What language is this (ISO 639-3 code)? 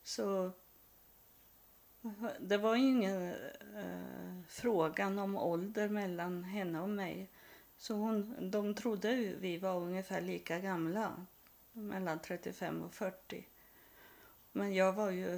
swe